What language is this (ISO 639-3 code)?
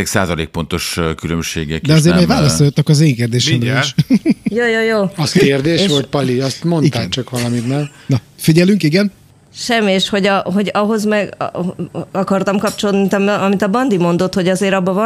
hun